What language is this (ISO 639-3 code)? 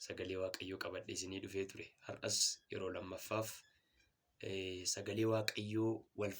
orm